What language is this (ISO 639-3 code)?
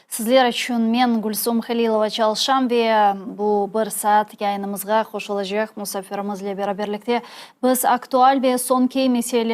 crh